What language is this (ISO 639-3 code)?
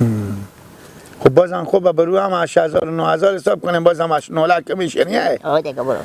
fas